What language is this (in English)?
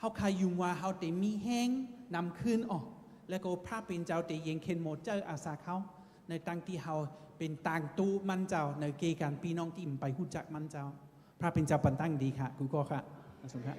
Shan